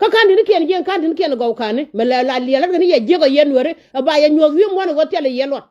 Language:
Nuer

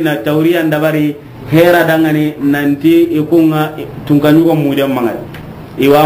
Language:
Soninke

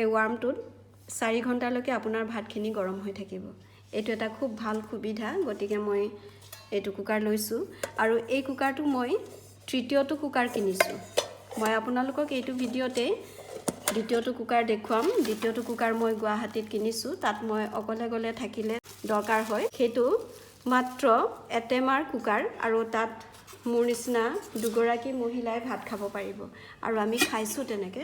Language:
Assamese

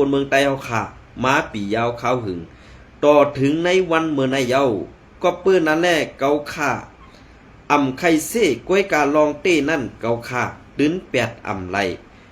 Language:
Shan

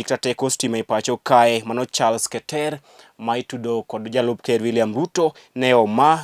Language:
Luo (Kenya and Tanzania)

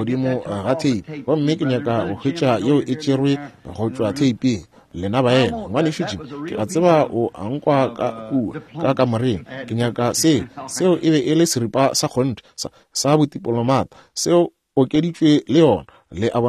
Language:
Northern Sotho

